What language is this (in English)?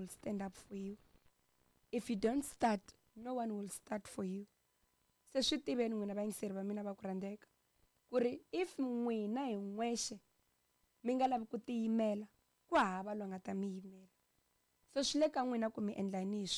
Tsonga